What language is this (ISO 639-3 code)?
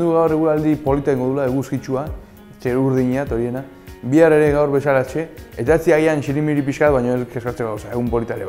eus